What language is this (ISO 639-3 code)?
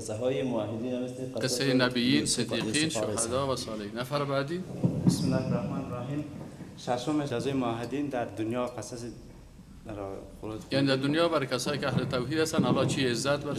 fas